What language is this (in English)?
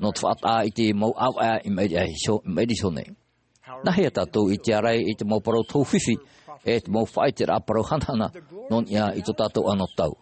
Tahitian